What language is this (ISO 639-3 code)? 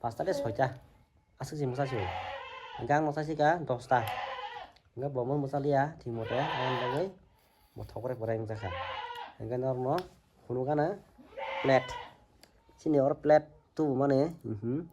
trp